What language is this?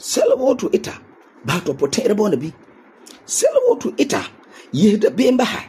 Frafra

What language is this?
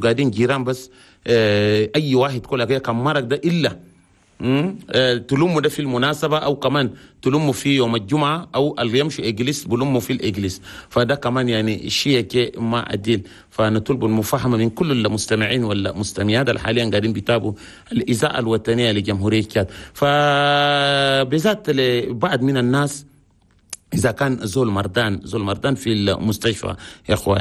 Chadian Arabic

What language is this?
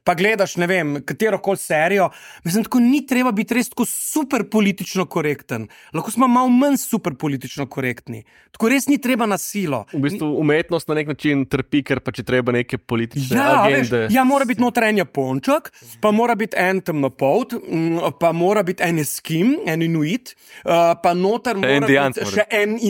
Slovenian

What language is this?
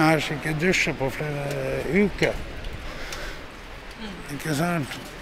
Norwegian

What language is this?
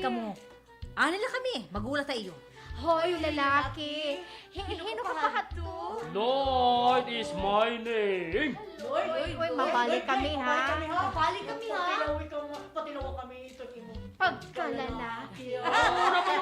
Waray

